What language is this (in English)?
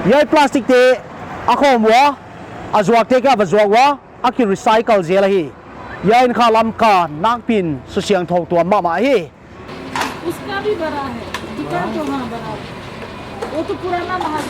Paite Chin